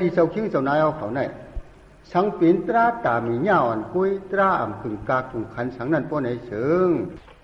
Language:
Shan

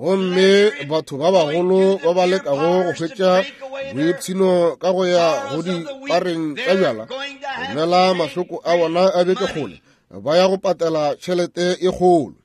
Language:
Northern Sotho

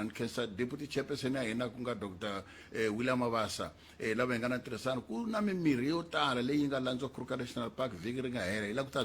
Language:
Tsonga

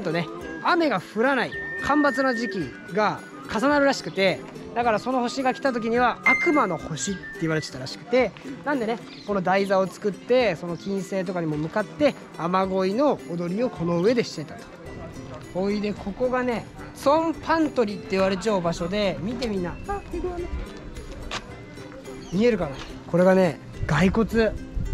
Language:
Japanese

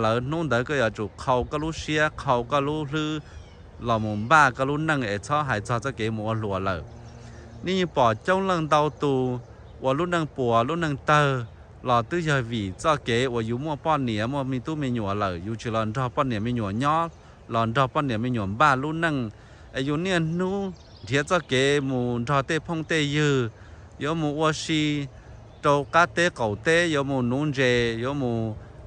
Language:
Hmong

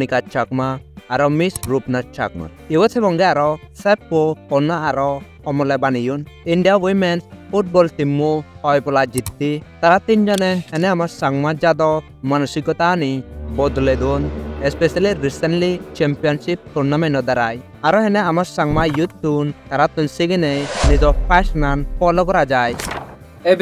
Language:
Chakma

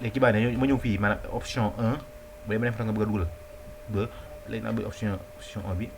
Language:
Wolof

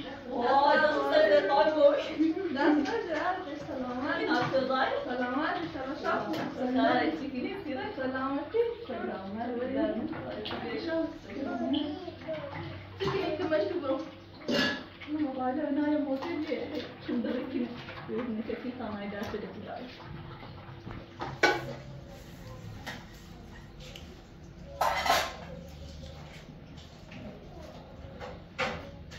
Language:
Persian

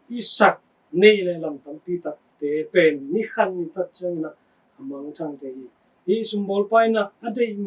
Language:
Tedim Chin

